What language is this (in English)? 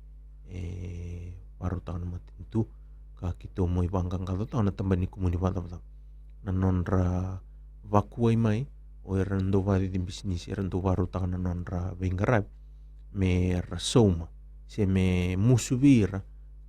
Fijian